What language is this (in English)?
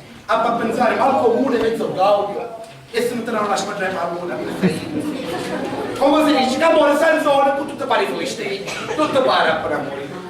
Sicilian